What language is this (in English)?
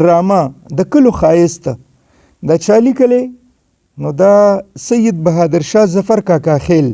Pashto